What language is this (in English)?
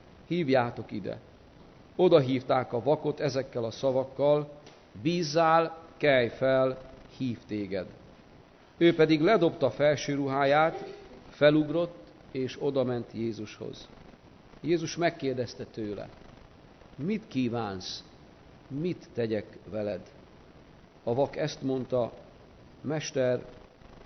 Hungarian